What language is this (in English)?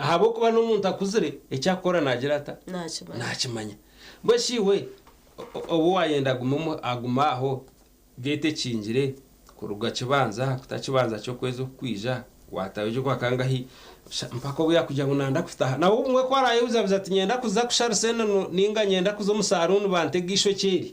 Nyankole